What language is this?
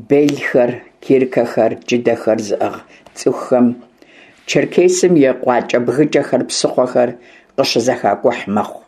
Kabardian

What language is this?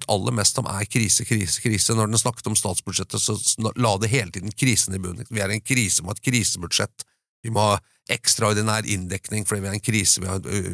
Norwegian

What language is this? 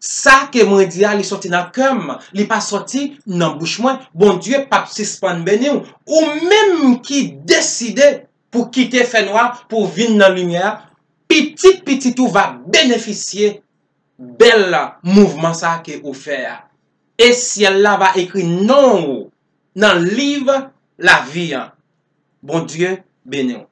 Haitian Creole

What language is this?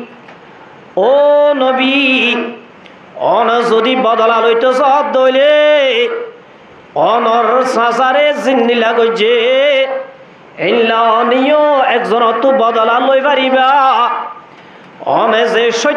Rohingya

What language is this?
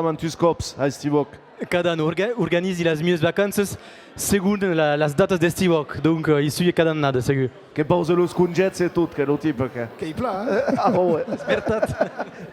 Occitan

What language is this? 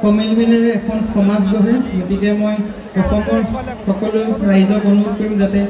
Assamese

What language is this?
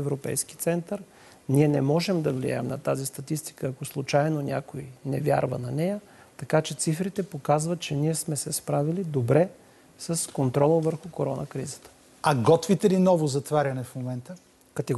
Bulgarian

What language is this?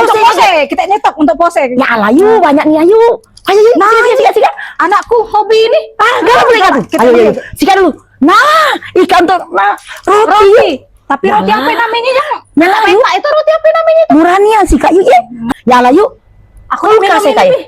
Musi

